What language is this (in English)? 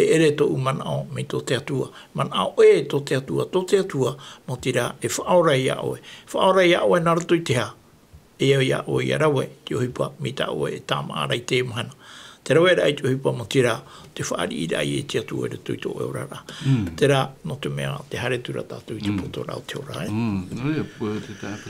Tahitian